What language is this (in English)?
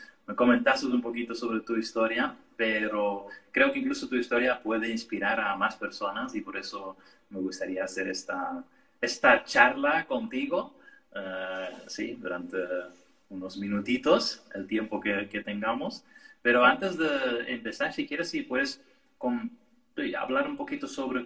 Spanish